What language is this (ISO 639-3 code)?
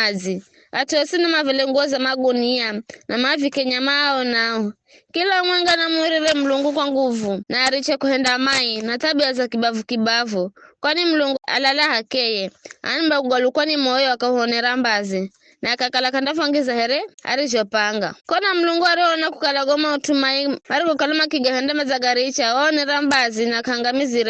nyf